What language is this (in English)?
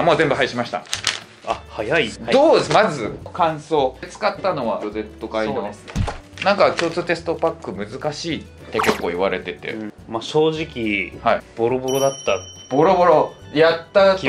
Japanese